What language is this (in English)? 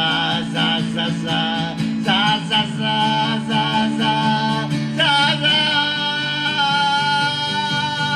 Japanese